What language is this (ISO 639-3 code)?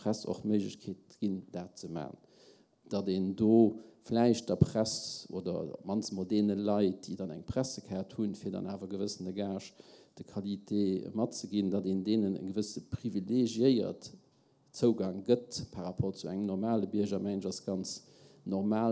ltz